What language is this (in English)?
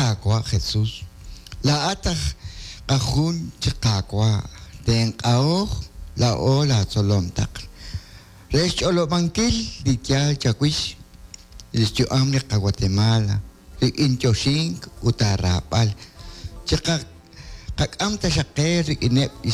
Kekchí